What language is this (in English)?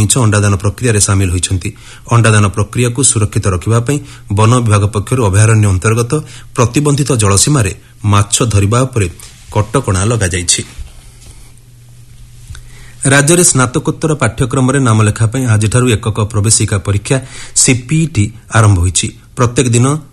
Odia